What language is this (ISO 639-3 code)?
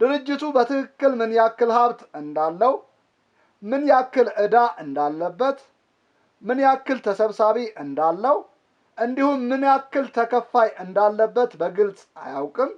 amh